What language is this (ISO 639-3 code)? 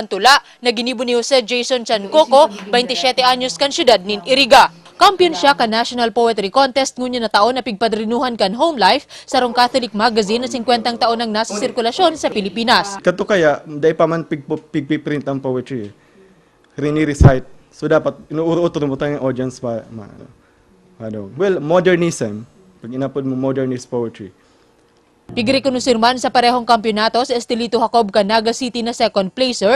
bik